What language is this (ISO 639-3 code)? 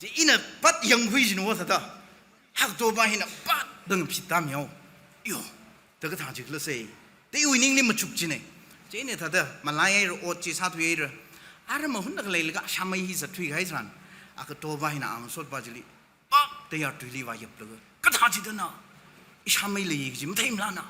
nmf